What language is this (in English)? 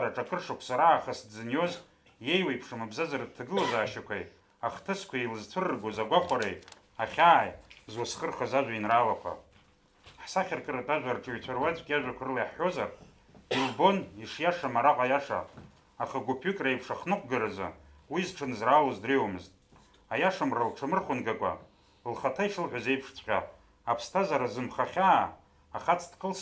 Abkhazian